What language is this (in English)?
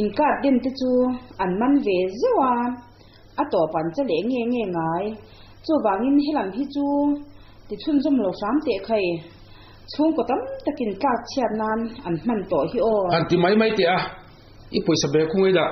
Mizo